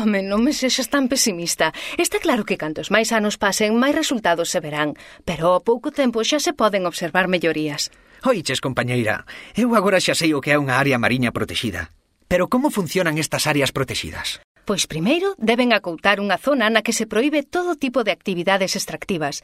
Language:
Galician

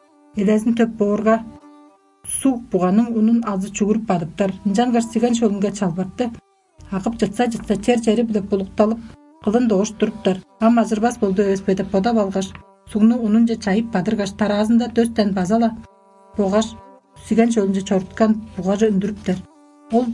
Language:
Tuvinian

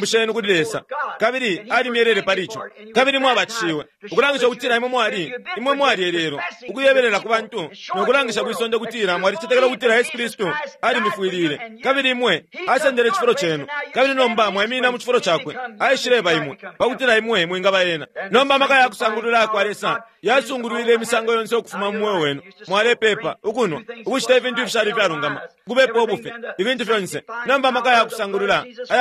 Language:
Bemba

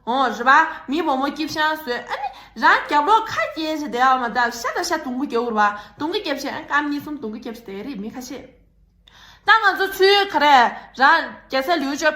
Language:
Tibetan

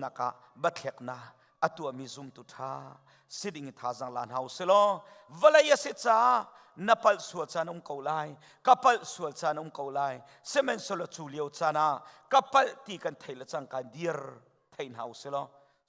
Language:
Hakha Chin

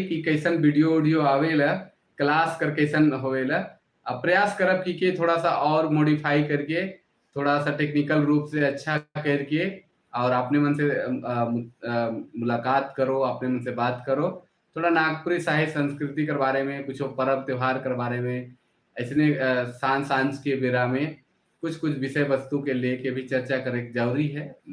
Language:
Sadri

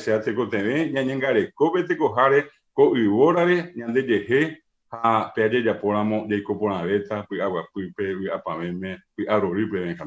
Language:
Guarani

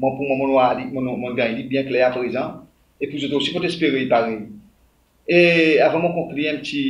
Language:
Seselwa Creole French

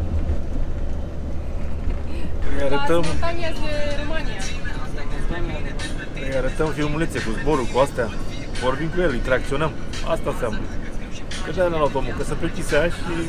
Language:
Romanian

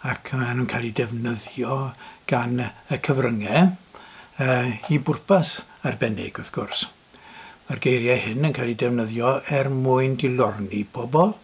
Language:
Welsh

